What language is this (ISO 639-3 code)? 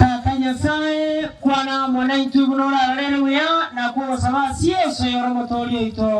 guz